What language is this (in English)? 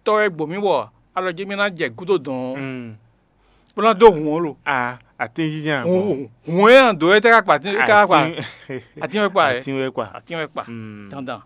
Fon